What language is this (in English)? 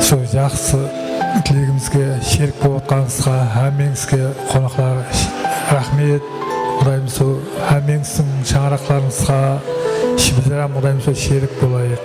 Kara-Kalpak